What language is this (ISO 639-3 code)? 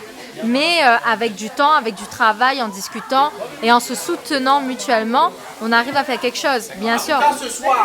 rcf